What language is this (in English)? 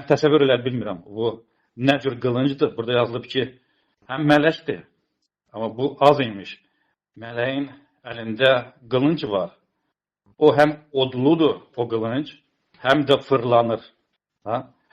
Azerbaijani